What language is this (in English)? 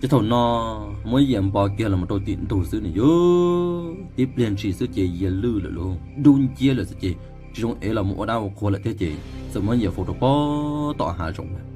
Hmong